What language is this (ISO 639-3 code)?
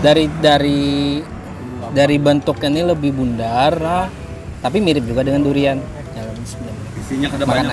bjn